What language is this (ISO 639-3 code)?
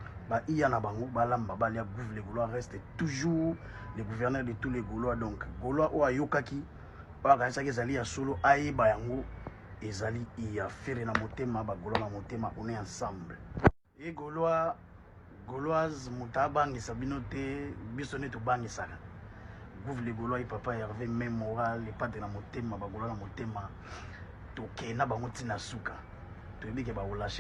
lin